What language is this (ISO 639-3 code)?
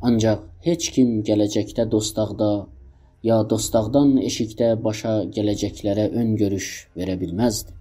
azb